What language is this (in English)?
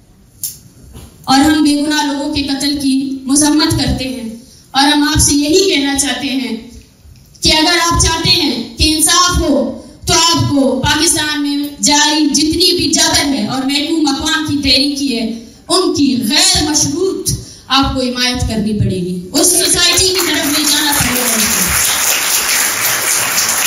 Urdu